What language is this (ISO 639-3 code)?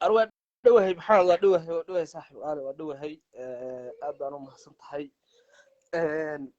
som